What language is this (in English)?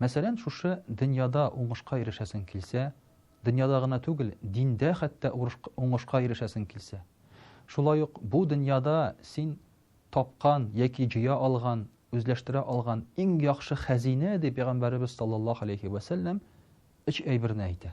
Tatar